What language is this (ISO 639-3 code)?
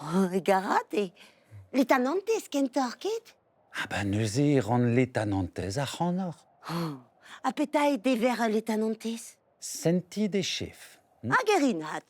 bre